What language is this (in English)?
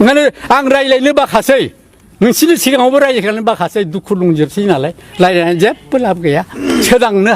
Bodo